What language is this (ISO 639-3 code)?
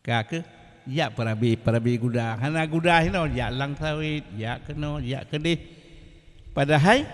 ace